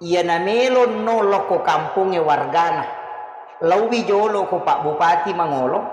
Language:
Buginese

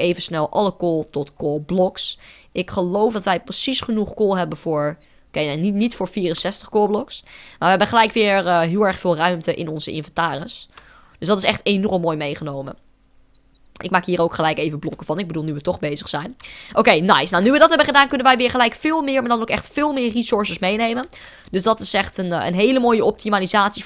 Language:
Dutch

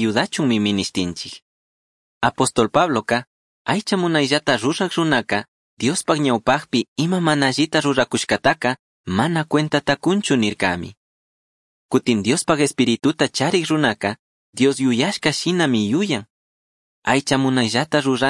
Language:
Chimborazo Highland Quichua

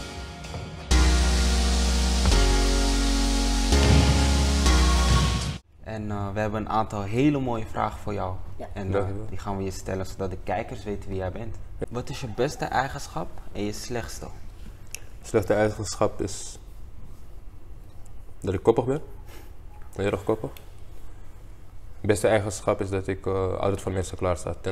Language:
Dutch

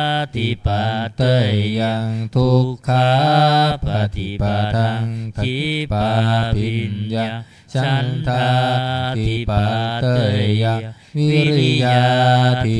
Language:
Pali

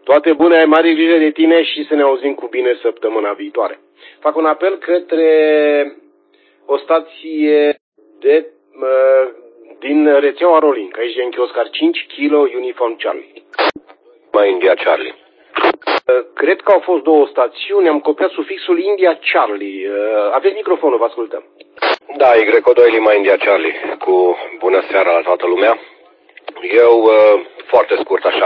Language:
Romanian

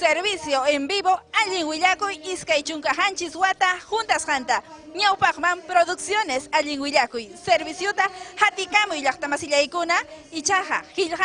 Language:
Ayacucho Quechua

